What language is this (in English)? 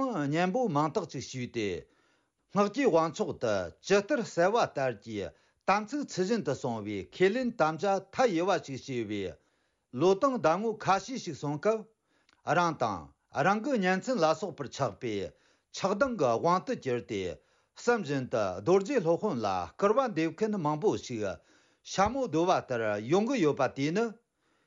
Tibetan